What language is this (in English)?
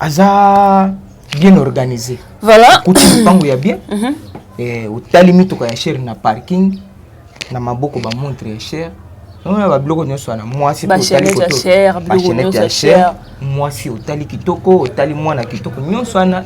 Lingala